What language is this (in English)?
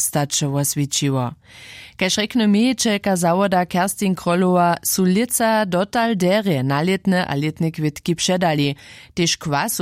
Upper Sorbian